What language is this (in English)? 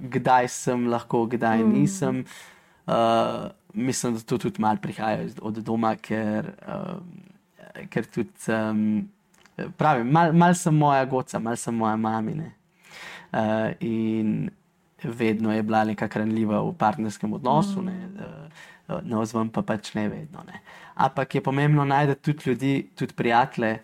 Slovenian